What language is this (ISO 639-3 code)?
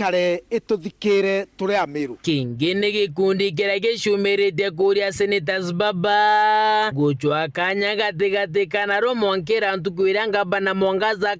mer